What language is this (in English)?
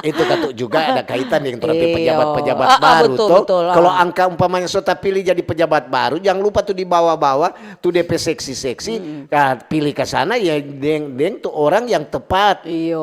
Manado Malay